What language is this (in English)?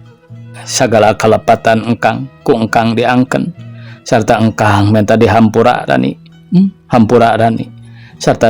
Sundanese